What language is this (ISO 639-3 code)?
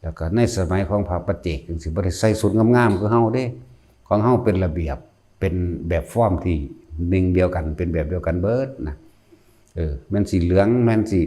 lao